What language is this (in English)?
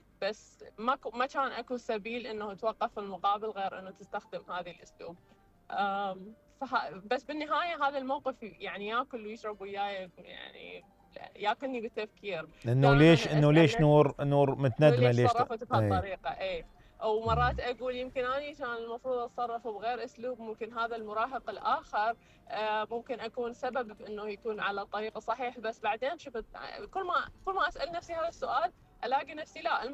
Mesopotamian Arabic